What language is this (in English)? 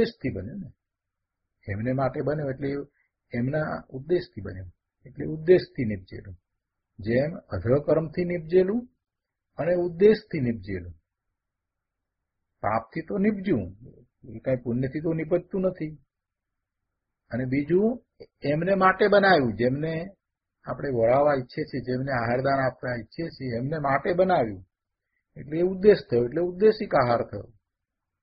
Gujarati